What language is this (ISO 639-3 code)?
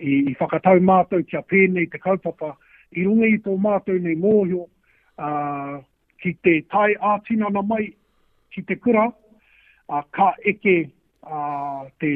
mri